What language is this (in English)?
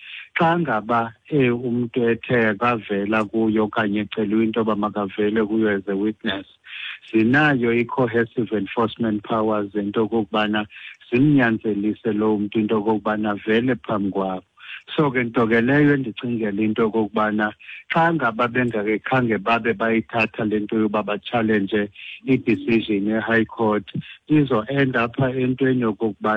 Xhosa